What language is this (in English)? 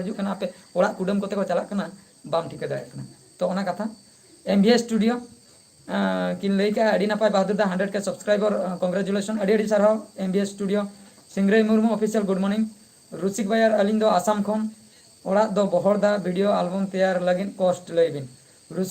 Santali